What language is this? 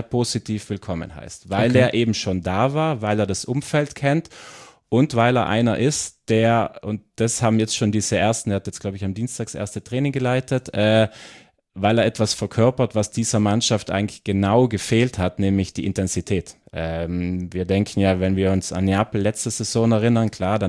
German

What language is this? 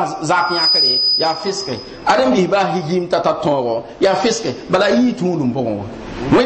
Mossi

